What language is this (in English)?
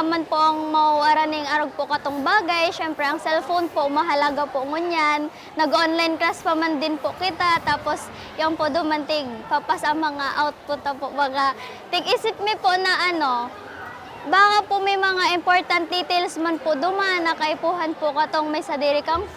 Bikol